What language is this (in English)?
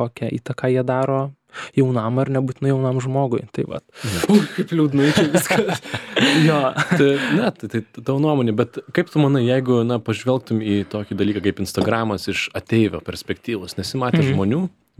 Lithuanian